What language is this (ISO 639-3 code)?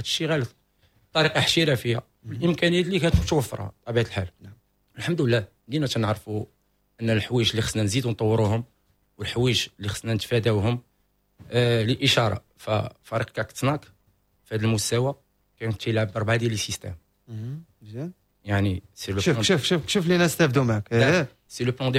ary